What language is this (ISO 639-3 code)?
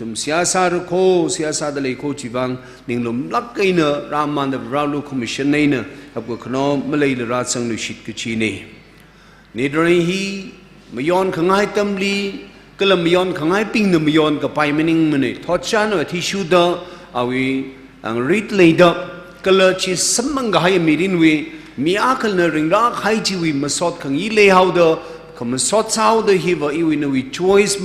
nmf